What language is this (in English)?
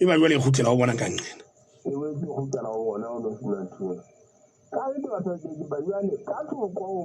Southern Sotho